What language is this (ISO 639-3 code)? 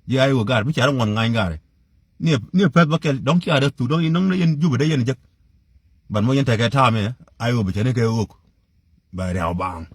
nus